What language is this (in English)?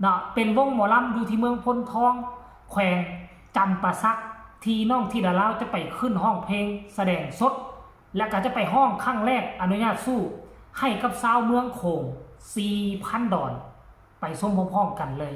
Northeastern Thai